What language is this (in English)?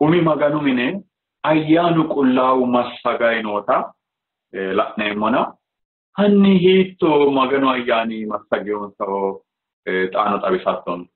Sidamo